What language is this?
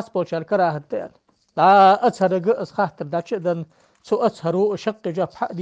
Ingush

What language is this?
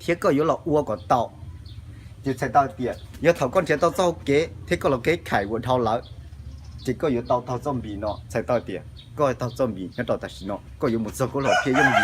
Hmong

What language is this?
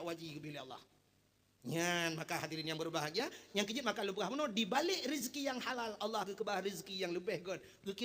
Achinese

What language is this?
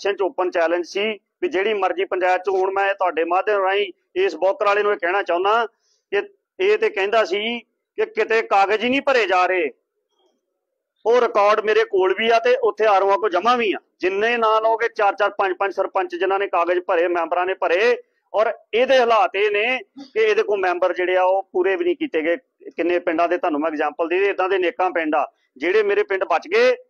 Punjabi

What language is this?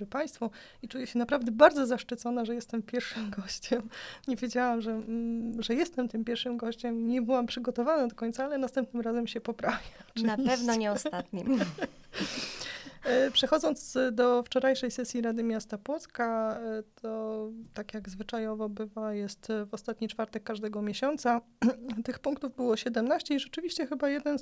Polish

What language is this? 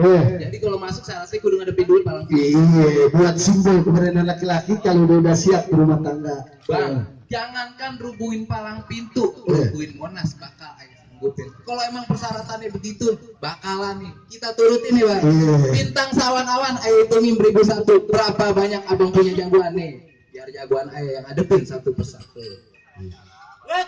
Betawi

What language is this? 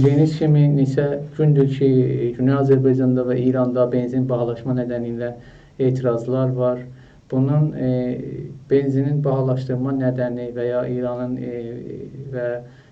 South Azerbaijani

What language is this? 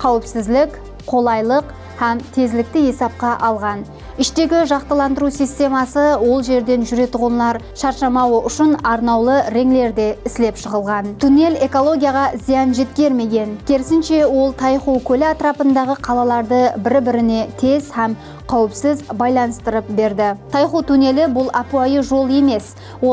Kara-Kalpak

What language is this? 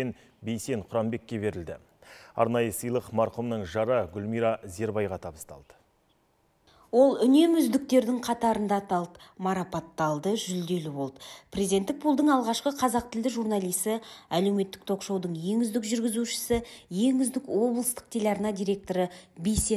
Kazakh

